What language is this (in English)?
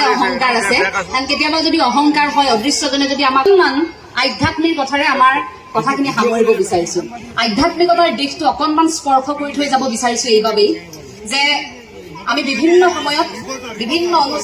Assamese